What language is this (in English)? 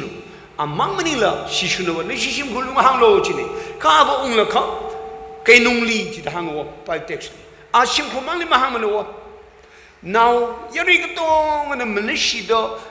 Tangkhul Naga (India)